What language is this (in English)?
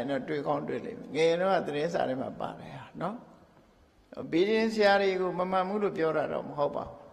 Burmese